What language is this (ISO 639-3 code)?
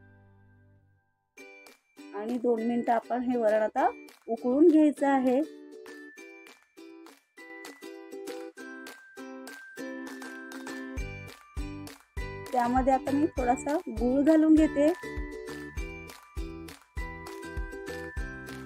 mar